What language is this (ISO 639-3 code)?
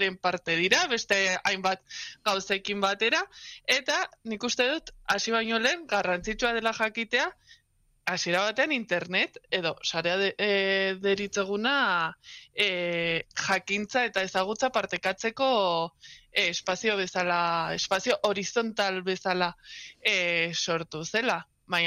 eus